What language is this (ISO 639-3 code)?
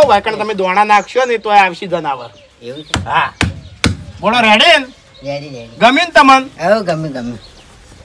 guj